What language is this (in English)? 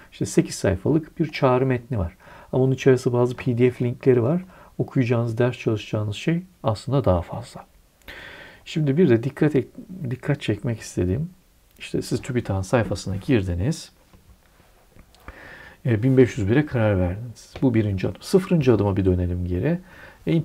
Turkish